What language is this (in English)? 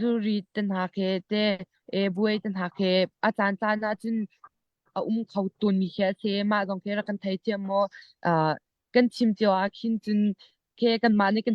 Hakha Chin